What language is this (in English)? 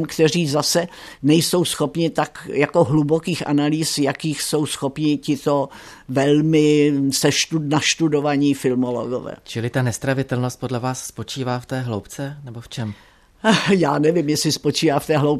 Czech